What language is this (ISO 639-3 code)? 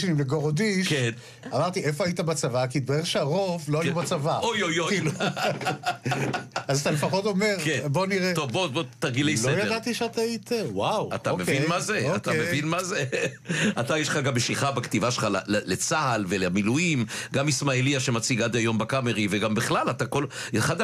heb